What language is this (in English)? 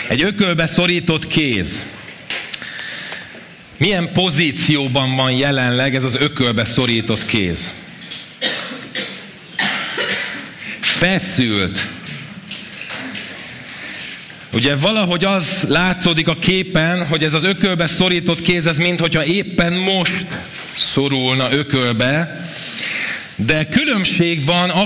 Hungarian